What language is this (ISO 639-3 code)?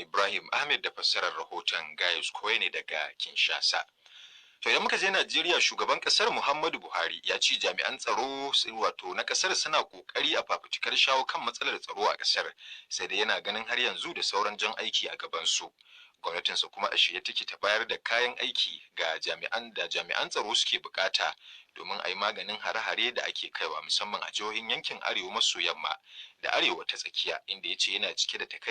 hau